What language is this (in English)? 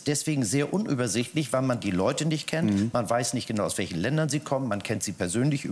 German